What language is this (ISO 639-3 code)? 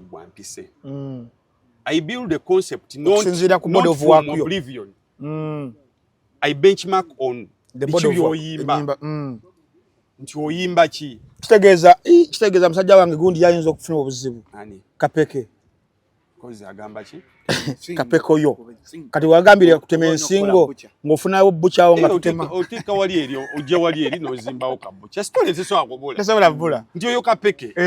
lug